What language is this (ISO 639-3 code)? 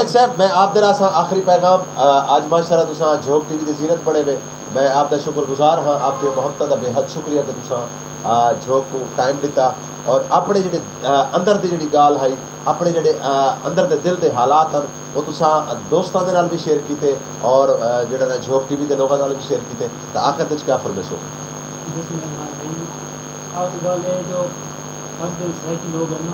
skr